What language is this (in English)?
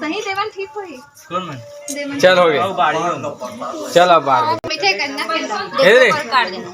Chhattisgarhi